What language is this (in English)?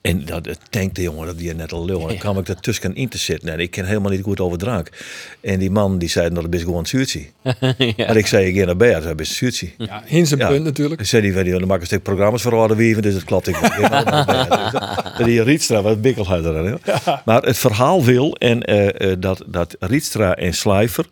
Western Frisian